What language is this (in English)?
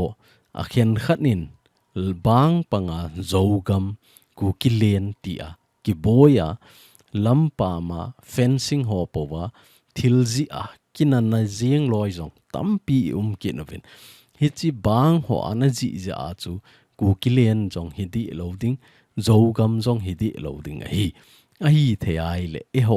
Thado Chin